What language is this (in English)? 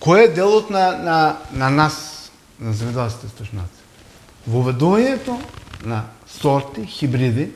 Macedonian